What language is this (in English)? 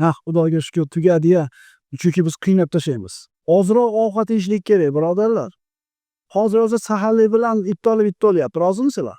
Uzbek